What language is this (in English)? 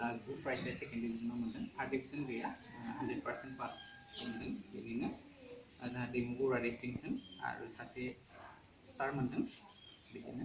Bodo